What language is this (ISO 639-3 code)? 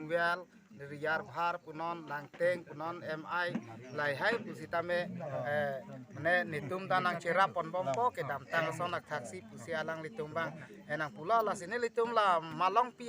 mjw